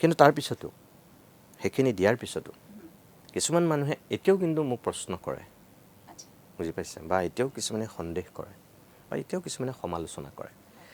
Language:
Assamese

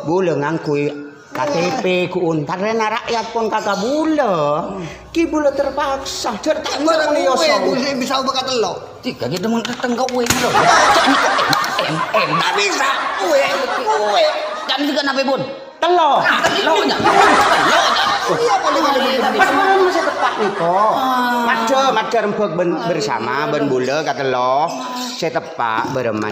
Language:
Madurese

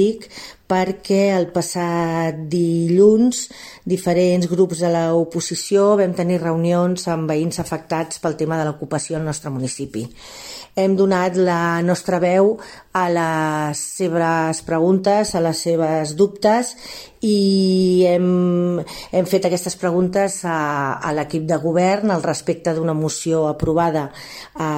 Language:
Catalan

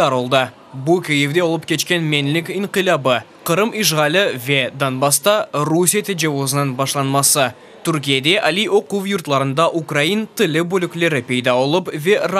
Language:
Crimean Tatar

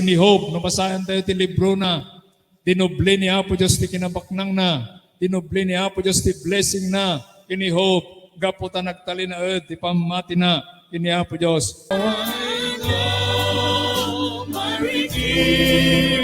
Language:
Iloko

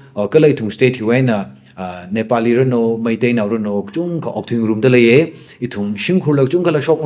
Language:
Tangkhul Naga (India)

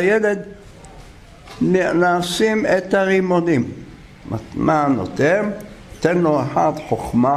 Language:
Hebrew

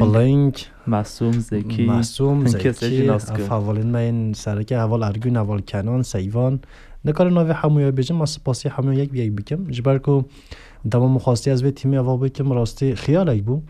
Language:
Kurdish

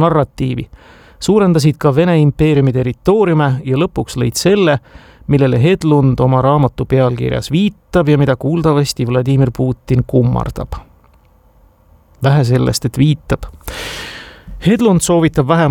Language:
Estonian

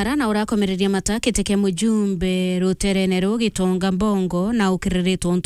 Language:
Meru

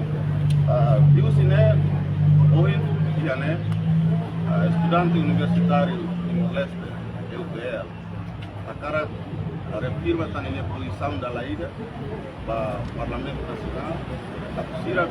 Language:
Tetum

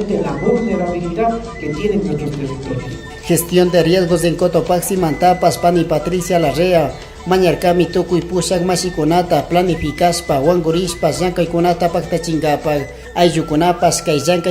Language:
Chimborazo Highland Quichua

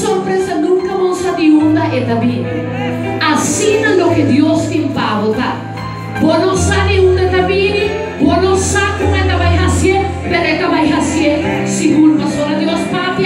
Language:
Papiamento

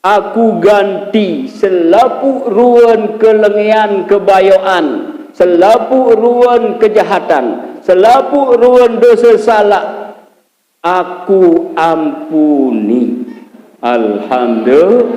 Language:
Sasak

